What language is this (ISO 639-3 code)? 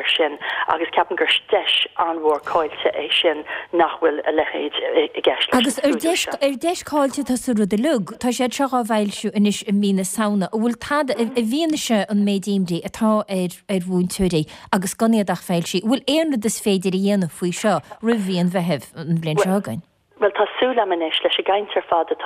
gle